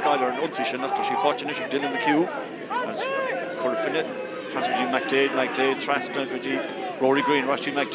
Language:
Irish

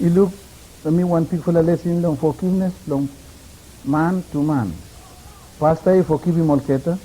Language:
Bislama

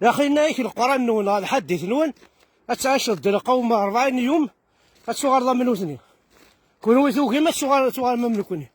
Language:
Kabyle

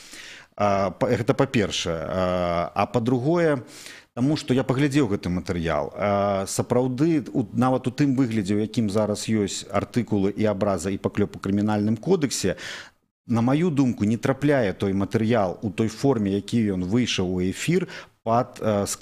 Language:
Belarusian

